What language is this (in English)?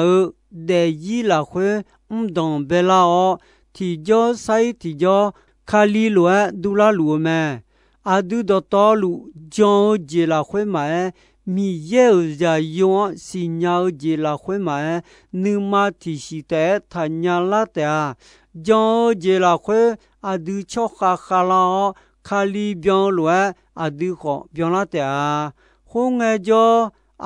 Akha